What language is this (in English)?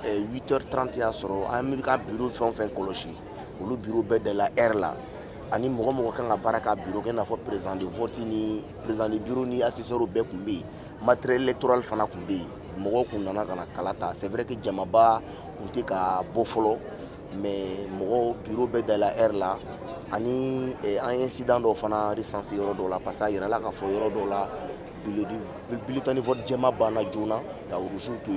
Bambara